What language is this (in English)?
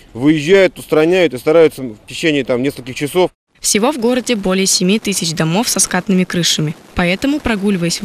Russian